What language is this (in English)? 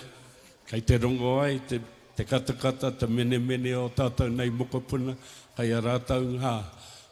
Māori